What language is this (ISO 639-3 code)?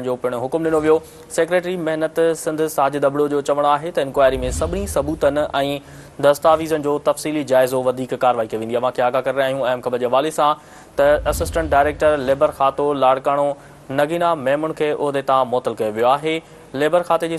snd